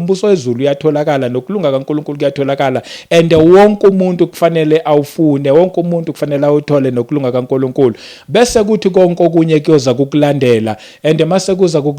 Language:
Zulu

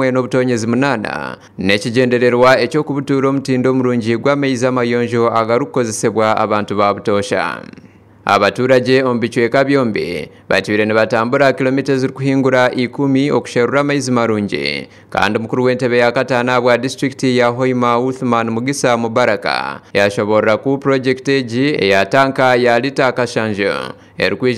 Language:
Nyankole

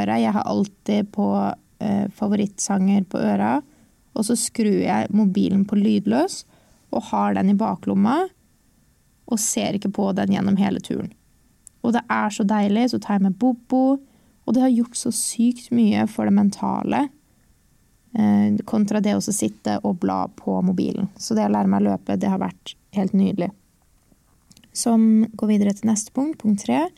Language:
Norwegian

